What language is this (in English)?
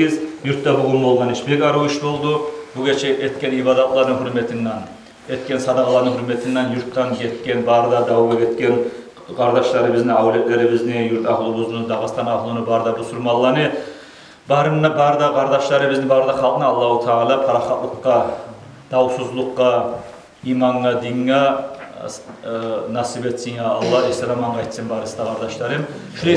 Kumyk